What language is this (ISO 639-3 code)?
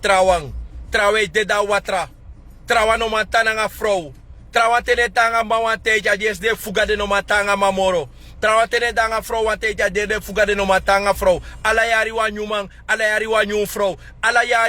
srn